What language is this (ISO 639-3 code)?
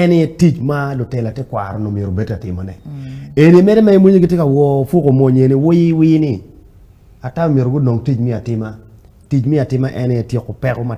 ach